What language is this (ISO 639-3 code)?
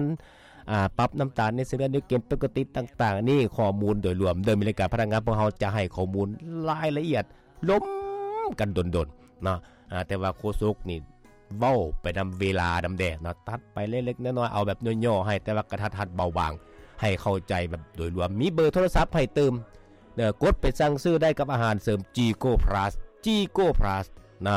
lao